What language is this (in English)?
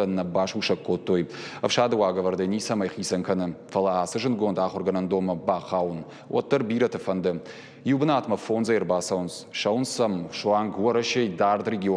Ossetic